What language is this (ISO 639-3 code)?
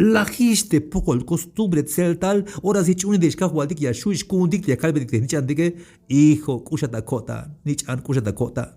tzh